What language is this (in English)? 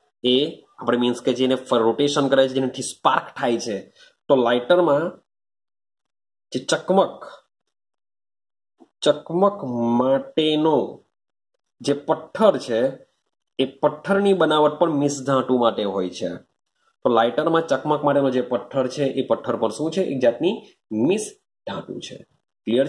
Gujarati